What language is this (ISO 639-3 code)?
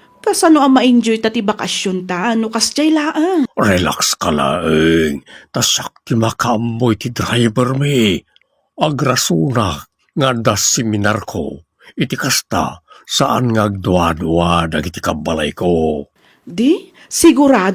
ilo